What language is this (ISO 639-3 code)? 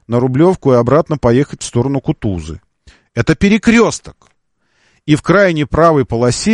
rus